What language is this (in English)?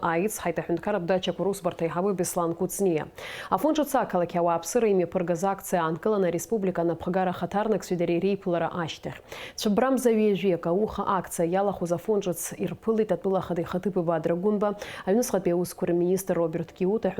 Abkhazian